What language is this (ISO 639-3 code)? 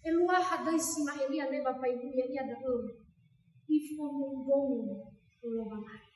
nia